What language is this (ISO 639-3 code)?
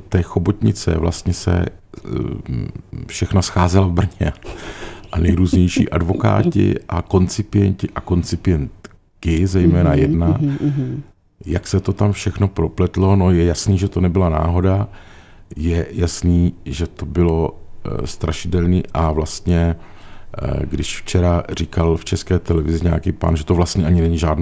ces